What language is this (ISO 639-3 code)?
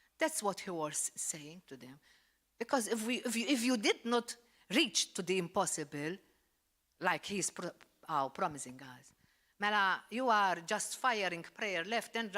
eng